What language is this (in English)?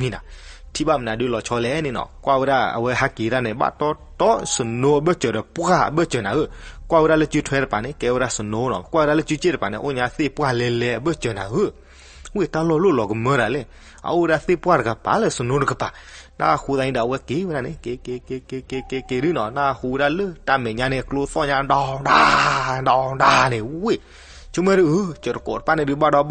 S'gaw Karen